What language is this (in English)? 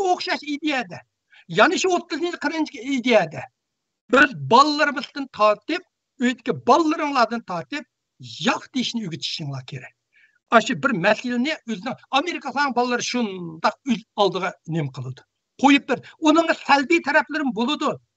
Uyghur